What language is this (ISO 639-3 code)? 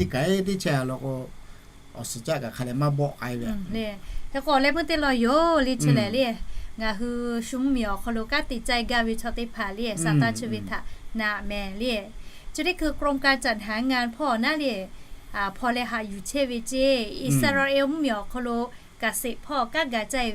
lhu